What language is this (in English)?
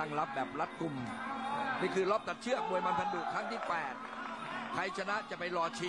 Thai